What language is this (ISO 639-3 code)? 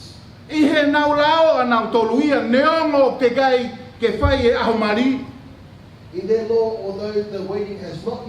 ton